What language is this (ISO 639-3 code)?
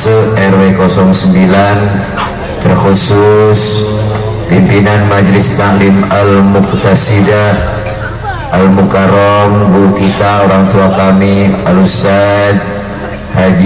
bew